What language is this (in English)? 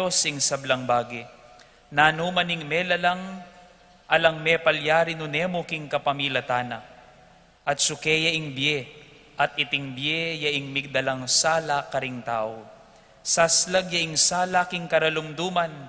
Pampanga